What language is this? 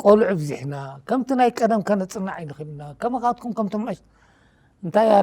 Tigrinya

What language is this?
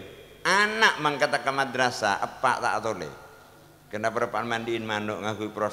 Madurese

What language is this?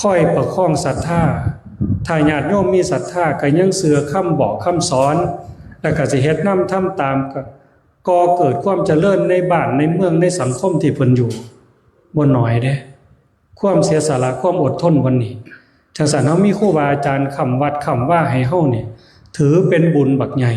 Northeastern Thai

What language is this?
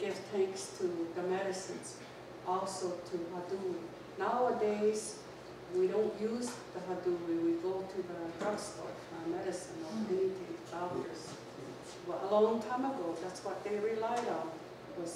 Mohawk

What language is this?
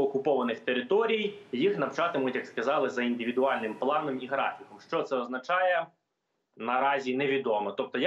Ukrainian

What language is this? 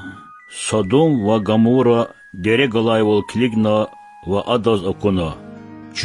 Lezghian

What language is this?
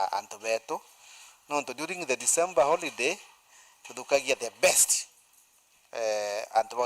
Meru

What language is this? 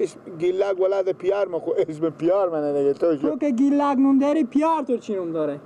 Persian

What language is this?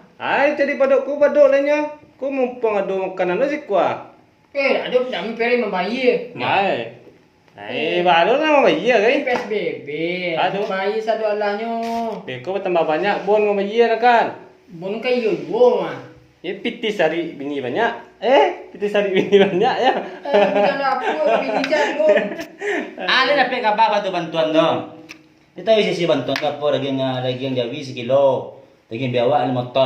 Minangkabau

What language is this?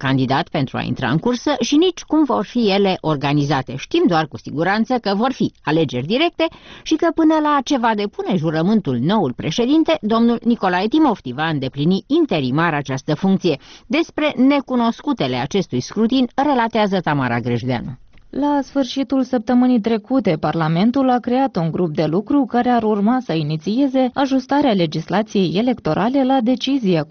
Romanian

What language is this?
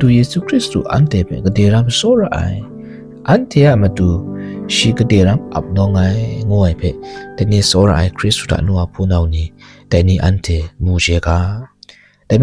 Kachin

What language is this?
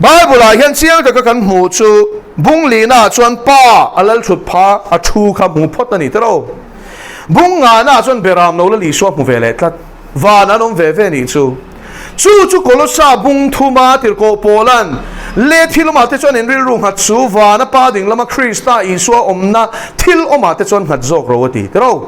Mizo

